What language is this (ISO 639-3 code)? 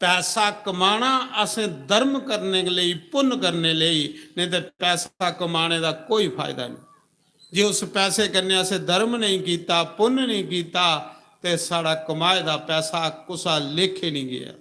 doi